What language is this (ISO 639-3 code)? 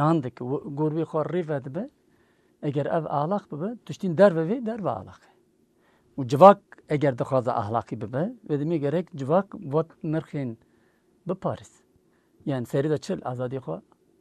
kur